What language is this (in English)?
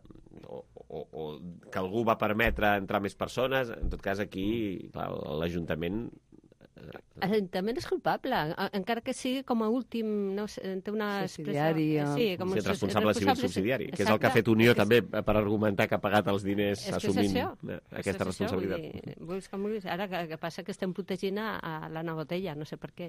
Catalan